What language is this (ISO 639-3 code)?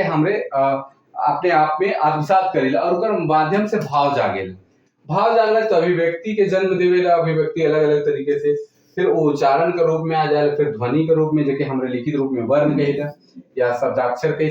sck